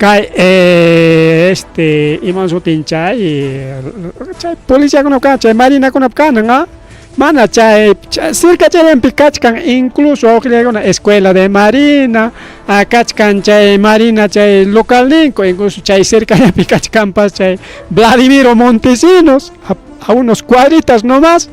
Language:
Ayacucho Quechua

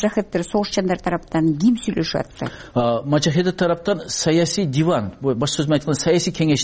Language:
Kyrgyz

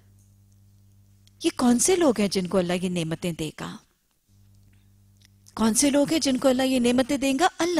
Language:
Urdu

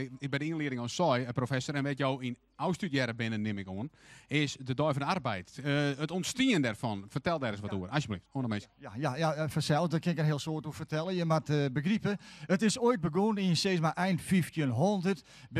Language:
Western Frisian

